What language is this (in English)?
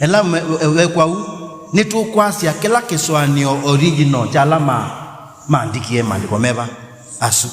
Kamba